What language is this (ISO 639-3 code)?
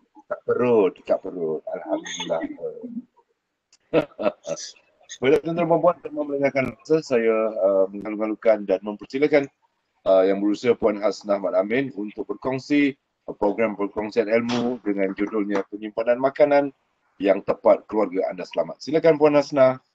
msa